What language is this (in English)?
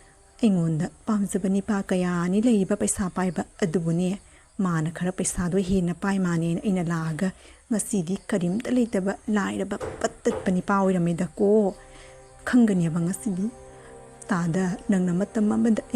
Manipuri